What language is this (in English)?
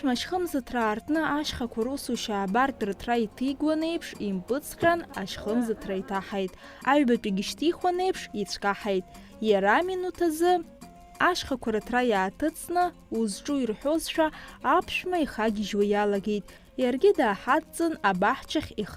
Abkhazian